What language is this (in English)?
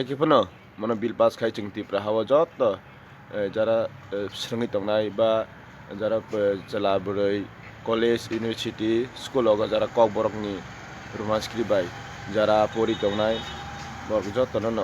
Kok Borok